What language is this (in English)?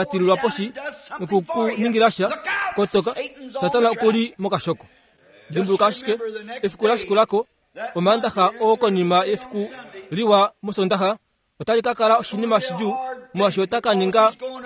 Kuanyama